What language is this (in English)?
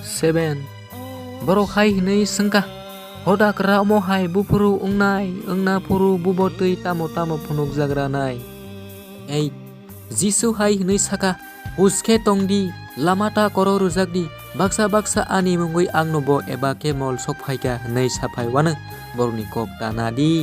Kok Borok